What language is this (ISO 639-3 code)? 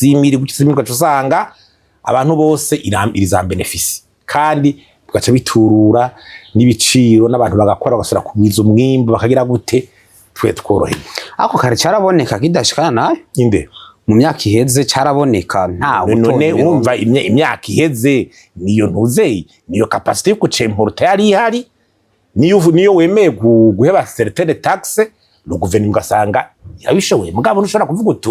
run